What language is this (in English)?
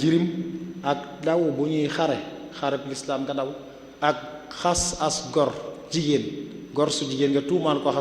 Wolof